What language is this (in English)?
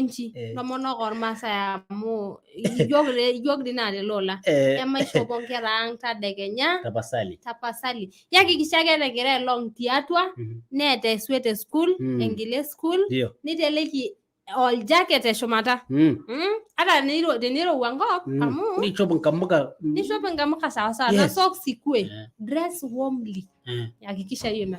Masai